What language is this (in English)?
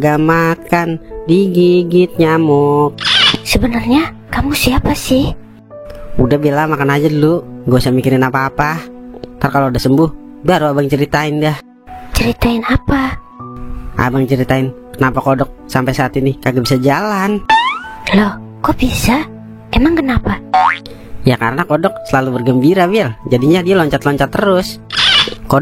Betawi